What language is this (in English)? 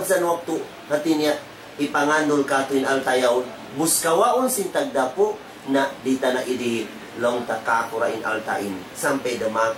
Tausug